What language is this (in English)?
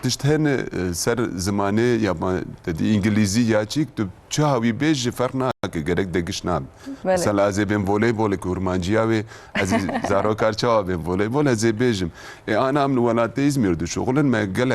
Kurdish